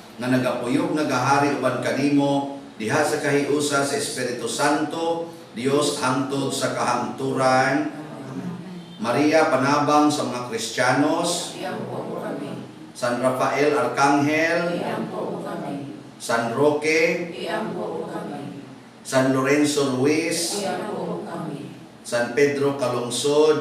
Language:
Cebuano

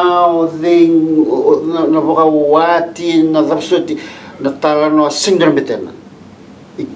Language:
Fijian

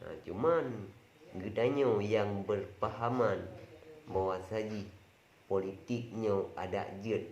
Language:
Achinese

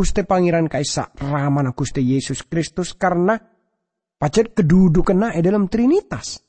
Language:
Madurese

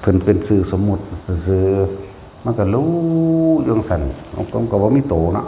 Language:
Northeastern Thai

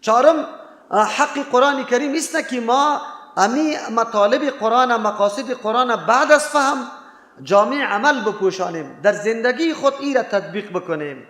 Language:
Persian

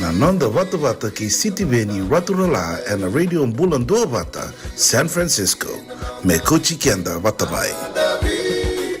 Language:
Fijian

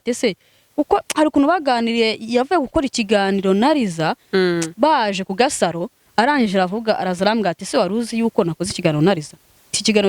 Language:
Kinyarwanda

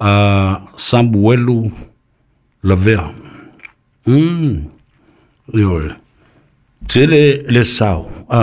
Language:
Samoan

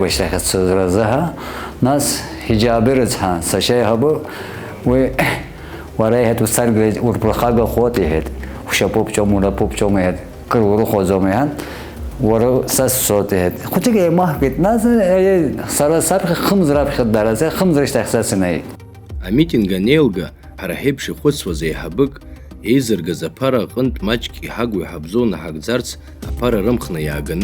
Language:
Abkhazian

